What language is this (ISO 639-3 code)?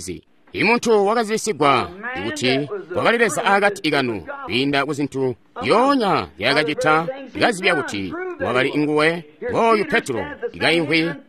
toi